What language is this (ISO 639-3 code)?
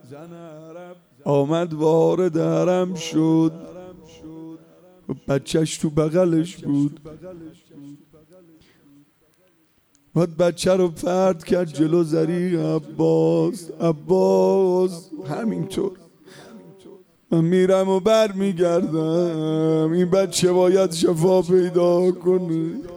fas